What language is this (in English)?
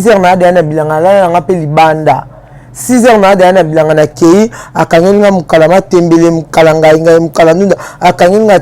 Lingala